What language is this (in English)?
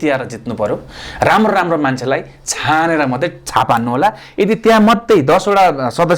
Nepali